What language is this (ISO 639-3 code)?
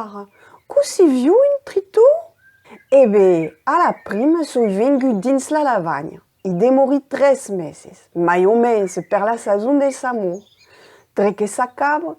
oci